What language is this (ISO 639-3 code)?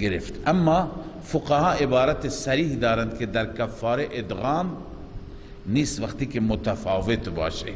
fas